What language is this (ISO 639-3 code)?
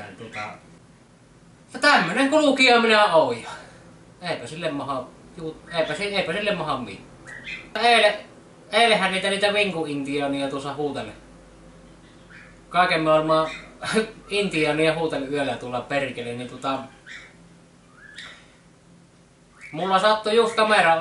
fin